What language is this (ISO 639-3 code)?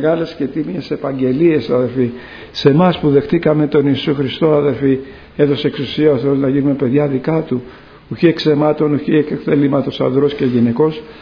ell